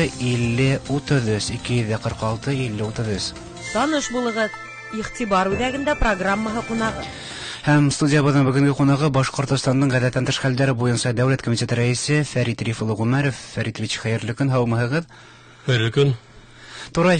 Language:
Bashkir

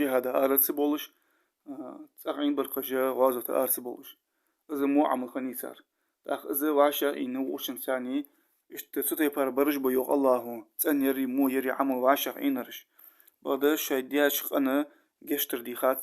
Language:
Ingush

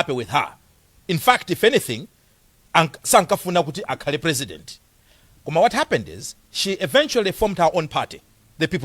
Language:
Nyanja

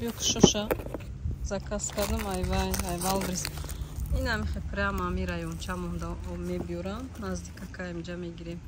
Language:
Tajik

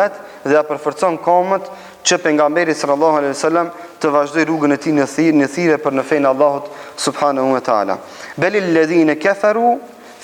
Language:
Albanian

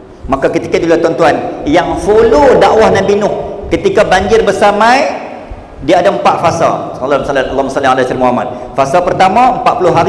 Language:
Malay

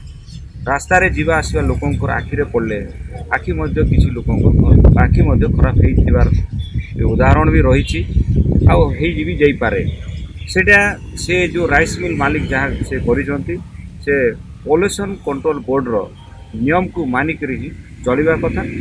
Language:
Odia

